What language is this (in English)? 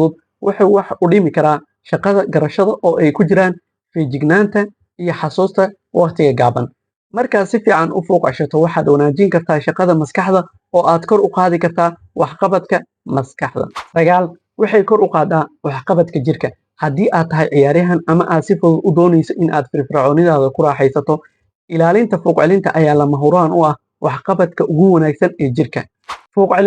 Somali